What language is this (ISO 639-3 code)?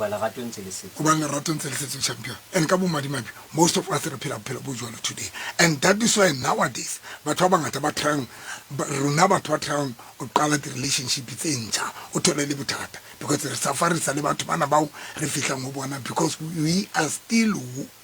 sot